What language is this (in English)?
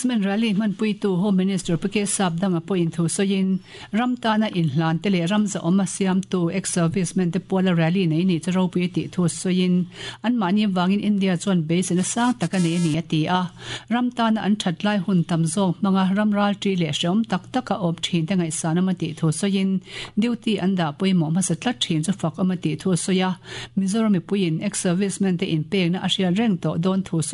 Mizo